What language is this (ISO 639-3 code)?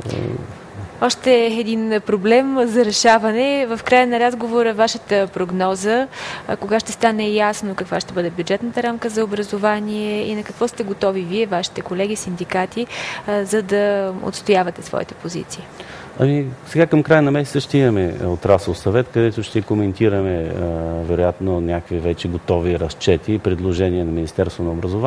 bul